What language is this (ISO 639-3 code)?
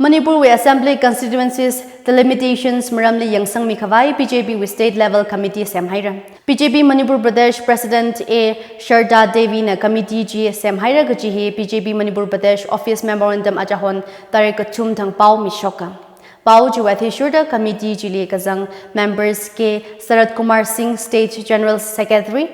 nmf